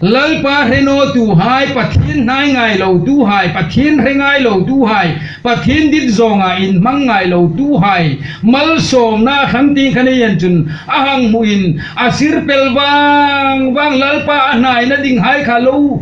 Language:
Hmar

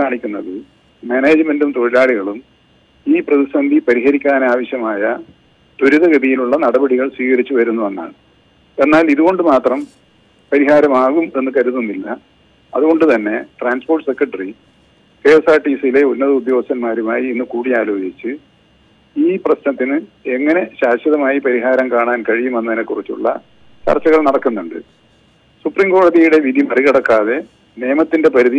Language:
Malayalam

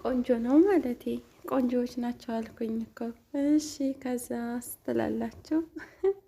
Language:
Amharic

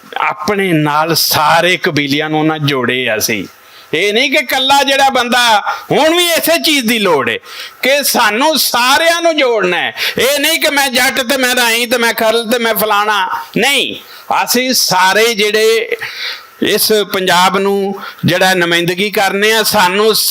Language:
Western Panjabi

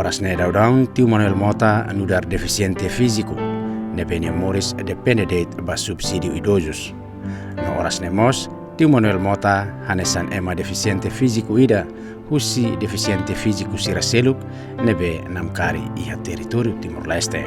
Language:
Tetum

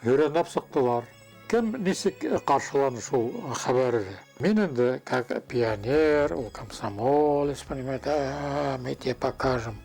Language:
Bashkir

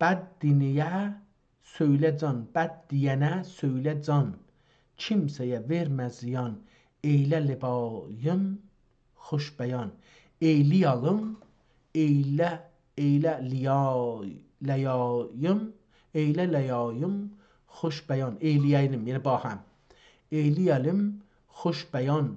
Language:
South Azerbaijani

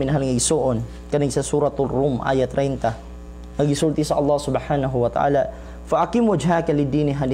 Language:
Cebuano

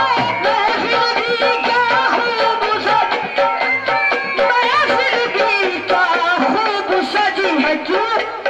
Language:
Hindi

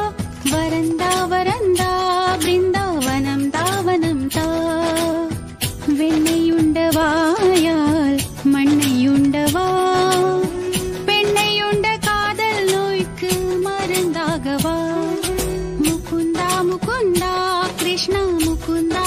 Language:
Tamil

